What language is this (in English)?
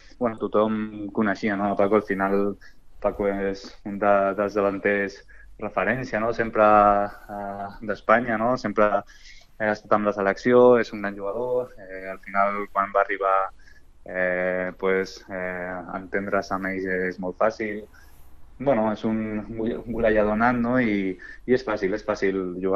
Catalan